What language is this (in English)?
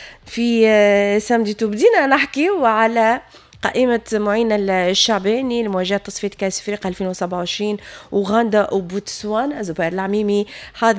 Tunisian Arabic